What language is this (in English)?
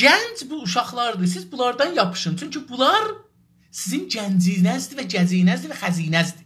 South Azerbaijani